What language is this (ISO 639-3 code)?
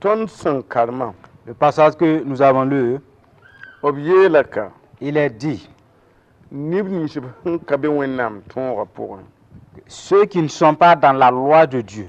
mos